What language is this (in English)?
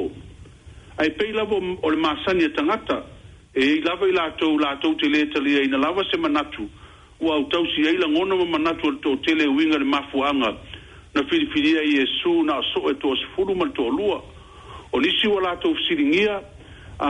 Samoan